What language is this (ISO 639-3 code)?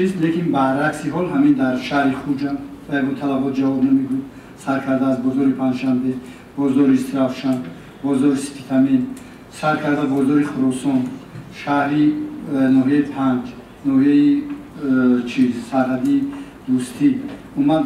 tgk